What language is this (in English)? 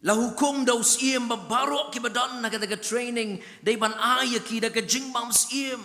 Khasi